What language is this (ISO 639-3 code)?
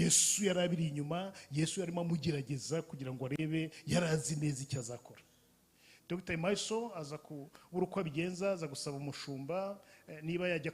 kin